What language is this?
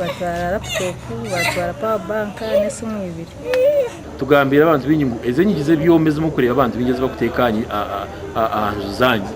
Nyankole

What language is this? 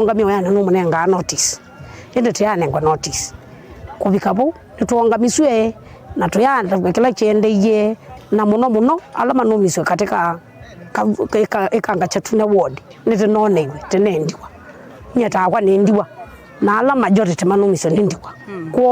Kamba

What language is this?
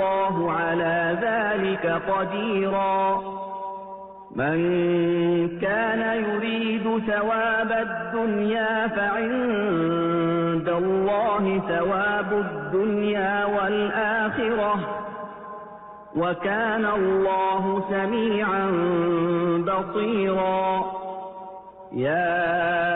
Arabic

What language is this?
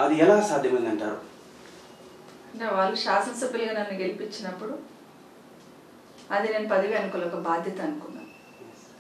Telugu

